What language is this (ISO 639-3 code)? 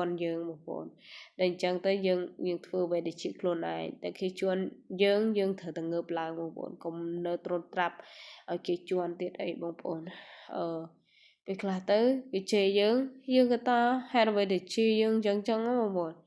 khm